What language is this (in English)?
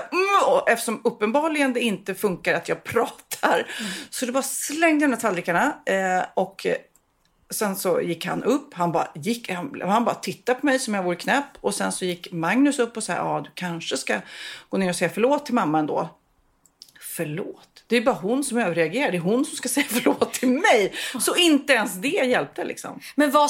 Swedish